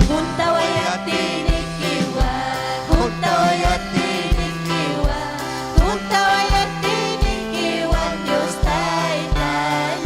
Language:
Ayacucho Quechua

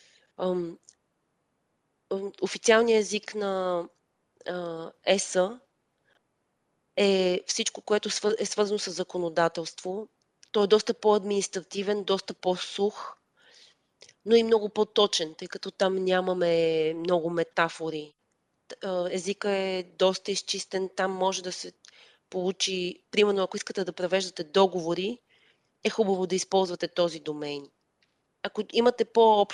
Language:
Bulgarian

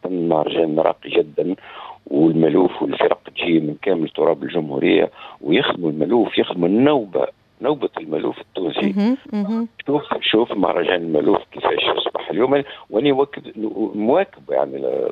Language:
Tunisian Arabic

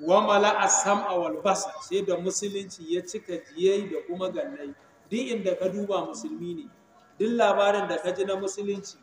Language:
Hausa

